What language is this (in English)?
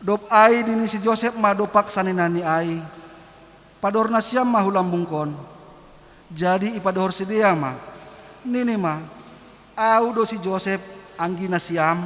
Batak Simalungun